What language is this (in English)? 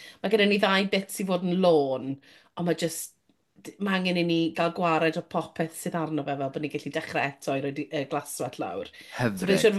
Welsh